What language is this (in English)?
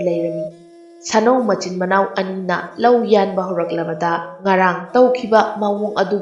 Manipuri